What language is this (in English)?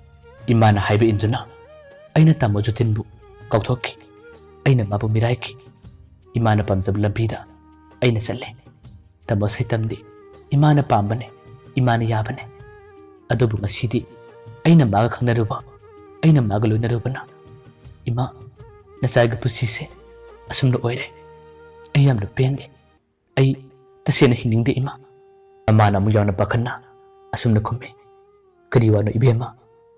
Manipuri